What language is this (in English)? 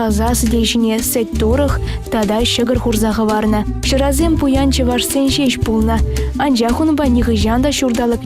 Chuvash